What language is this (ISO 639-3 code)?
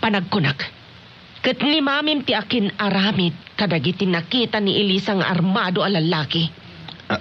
ilo